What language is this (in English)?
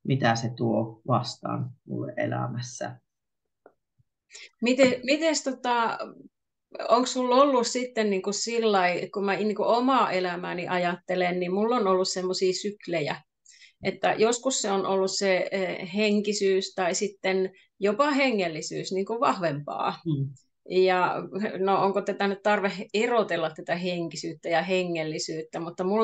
Finnish